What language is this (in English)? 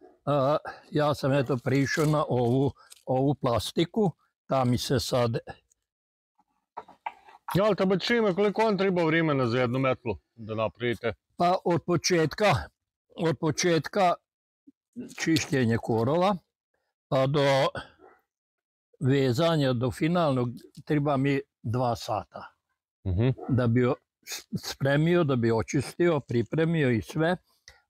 Croatian